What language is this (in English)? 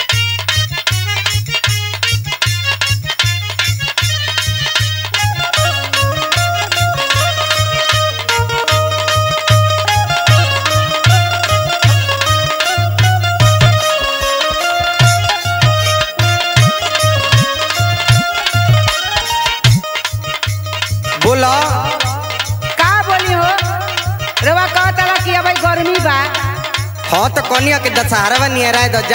Bhojpuri